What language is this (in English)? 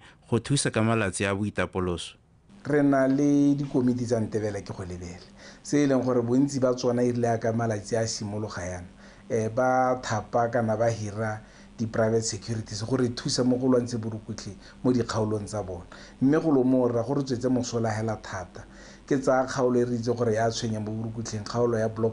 Tswana